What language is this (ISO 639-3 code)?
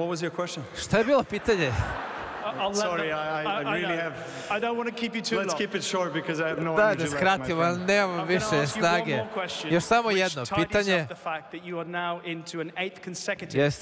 srp